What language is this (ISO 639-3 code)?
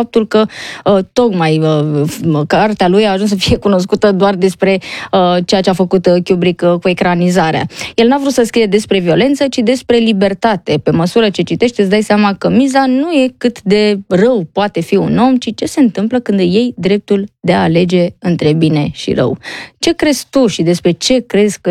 ron